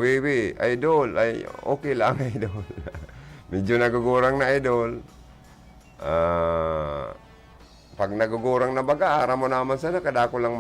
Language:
Bikol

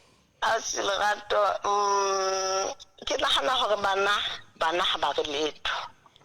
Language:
Southern Sotho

